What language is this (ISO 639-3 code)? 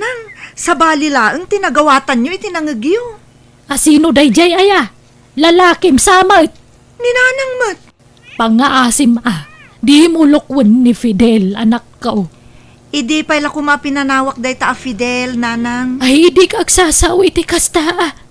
ilo